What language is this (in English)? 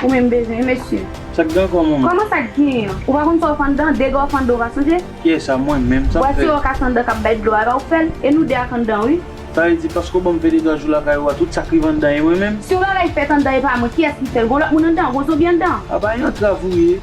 Haitian Creole